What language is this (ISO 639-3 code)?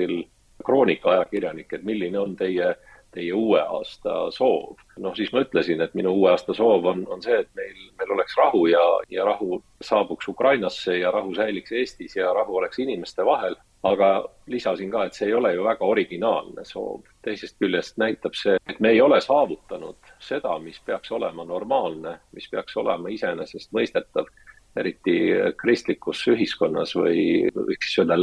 est